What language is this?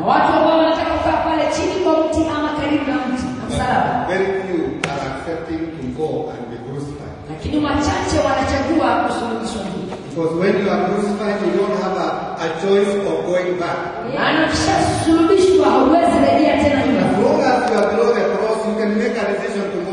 Swahili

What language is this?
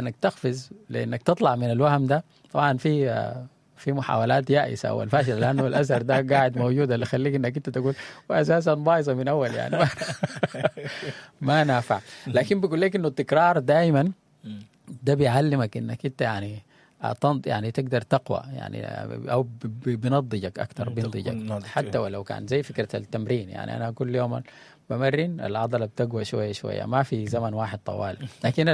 Sudanese Arabic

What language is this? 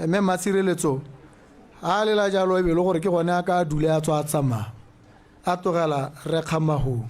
Tswana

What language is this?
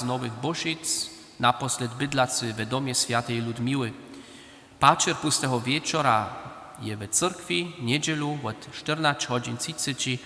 Upper Sorbian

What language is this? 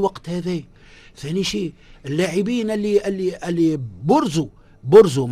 Tunisian Arabic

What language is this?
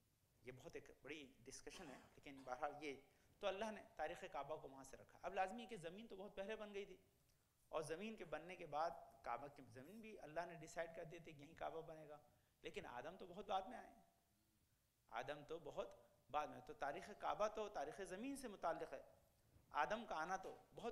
Urdu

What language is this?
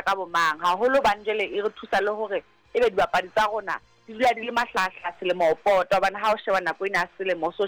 Southern Sotho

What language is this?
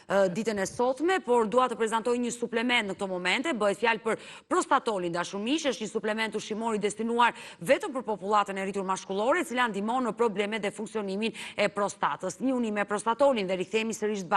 Albanian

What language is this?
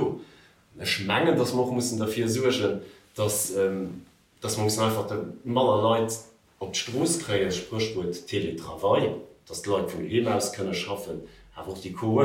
Luxembourgish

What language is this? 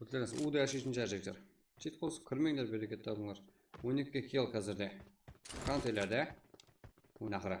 Kara-Kalpak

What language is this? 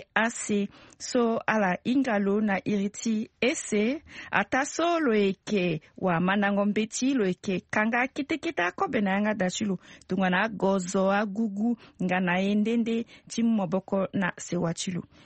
Sango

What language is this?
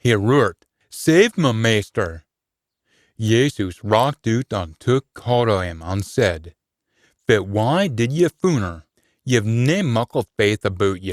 Scots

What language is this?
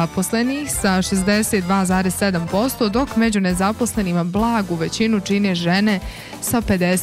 Bosnian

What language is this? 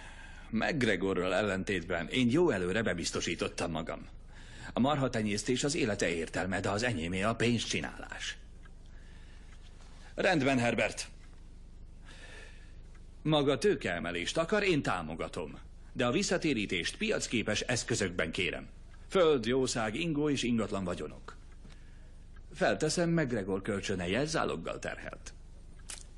Hungarian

